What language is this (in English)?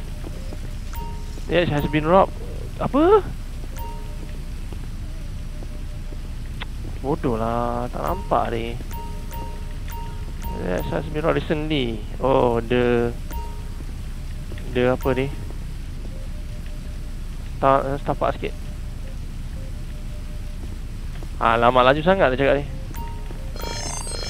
Malay